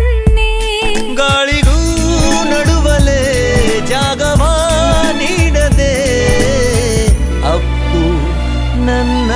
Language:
Kannada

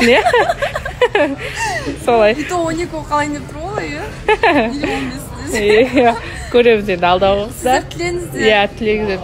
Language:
Kazakh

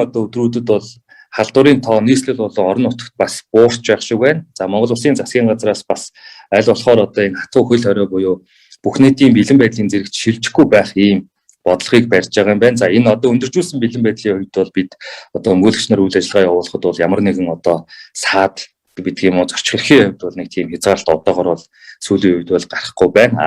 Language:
Mongolian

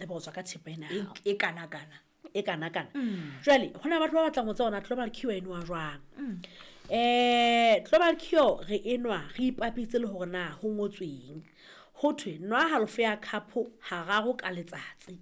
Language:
Southern Sotho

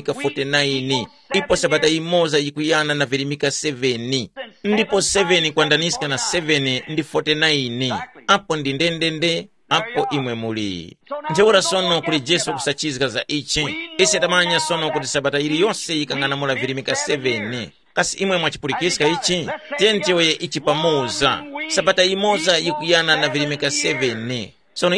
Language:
Tumbuka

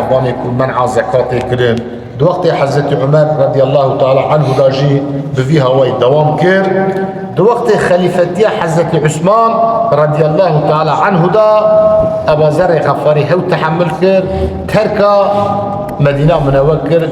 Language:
Kurdish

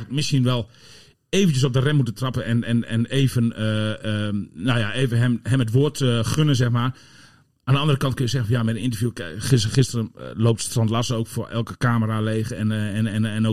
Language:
Dutch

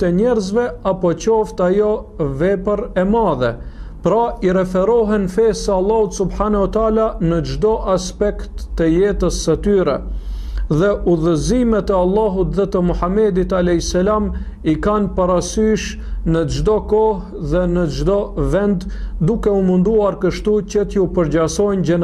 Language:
Albanian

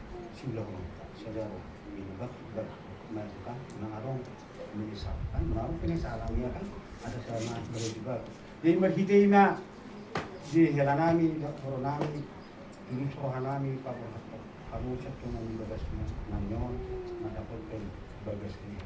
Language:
Batak Toba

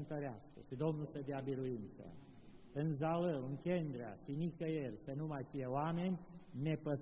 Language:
Romanian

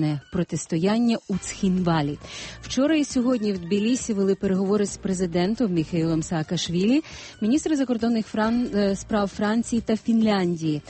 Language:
Ukrainian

